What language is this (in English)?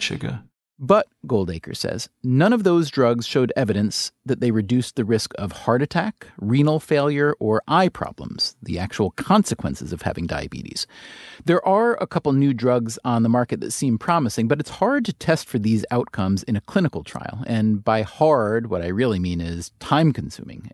English